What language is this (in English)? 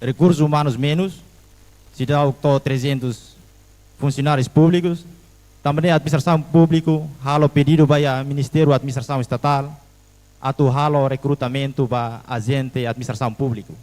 Tetum